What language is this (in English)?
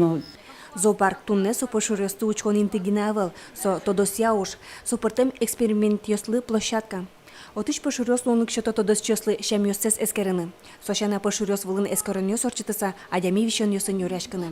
Udmurt